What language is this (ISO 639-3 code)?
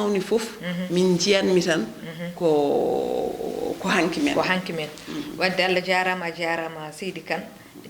ful